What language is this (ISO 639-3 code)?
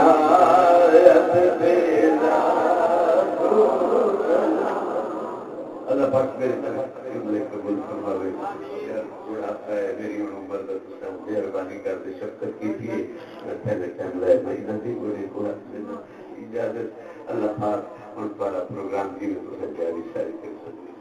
skr